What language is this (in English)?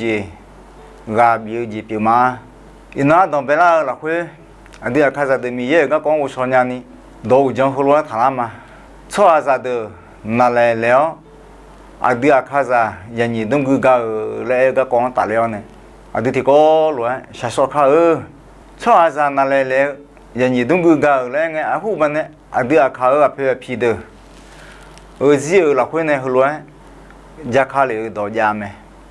Akha